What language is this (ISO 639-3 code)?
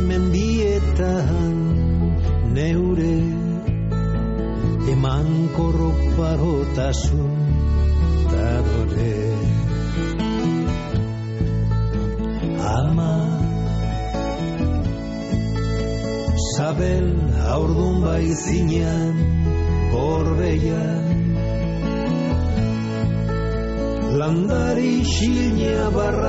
eus